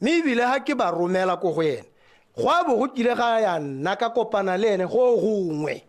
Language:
Tswana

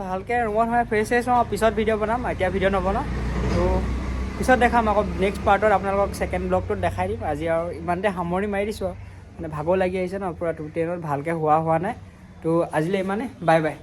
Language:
Assamese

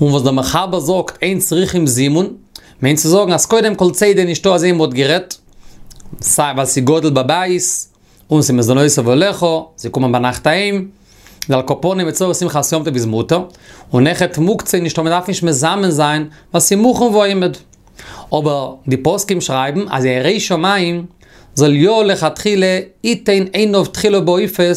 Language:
Yiddish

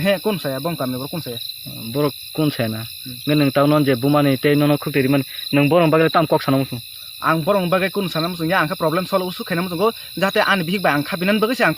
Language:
Kok Borok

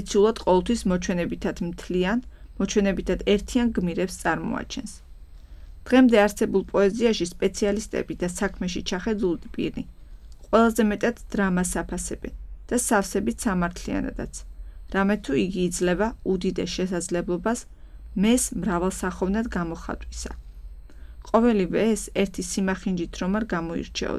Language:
Georgian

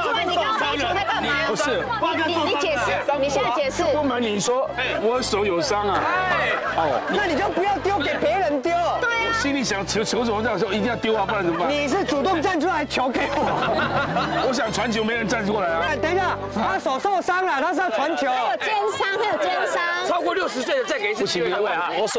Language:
Chinese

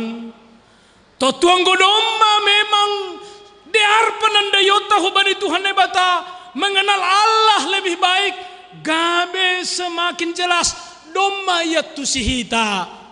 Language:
Batak Simalungun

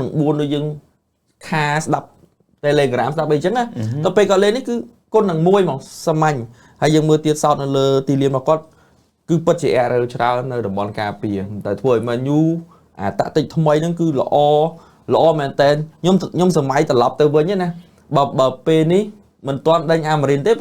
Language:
Khmer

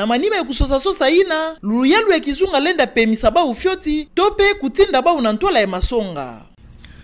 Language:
Kituba (Democratic Republic of Congo)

